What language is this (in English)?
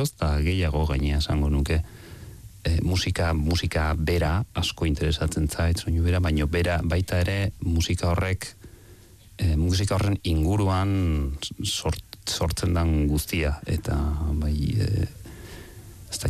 Basque